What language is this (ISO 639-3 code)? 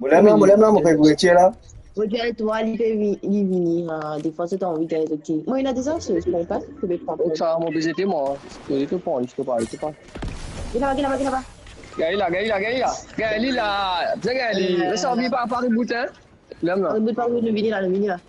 mfe